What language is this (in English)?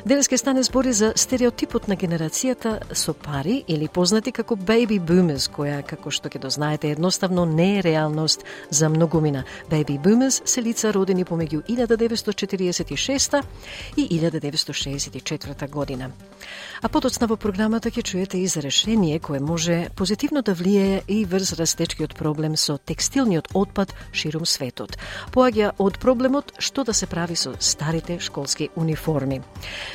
Macedonian